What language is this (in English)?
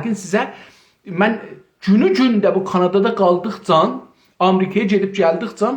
South Azerbaijani